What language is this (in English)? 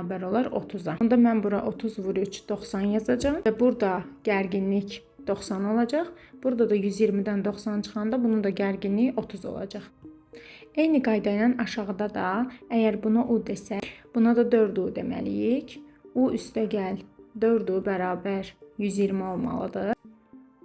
Azerbaijani